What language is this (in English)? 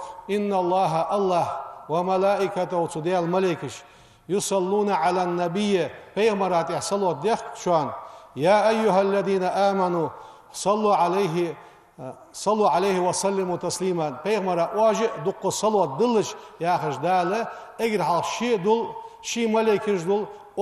Ingush